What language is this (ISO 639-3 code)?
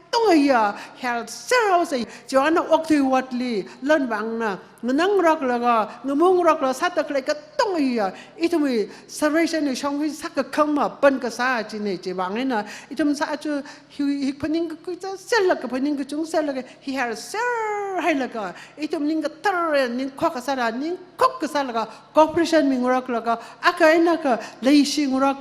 nmf